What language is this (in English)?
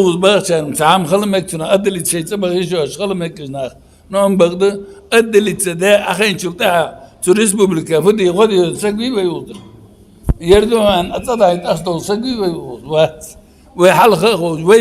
Ingush